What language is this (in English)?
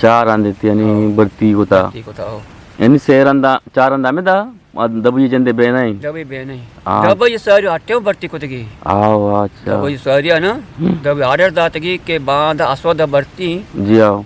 Eastern Balochi